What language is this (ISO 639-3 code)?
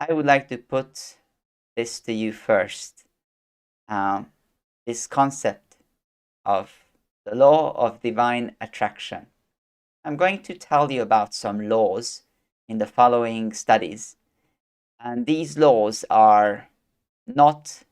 eng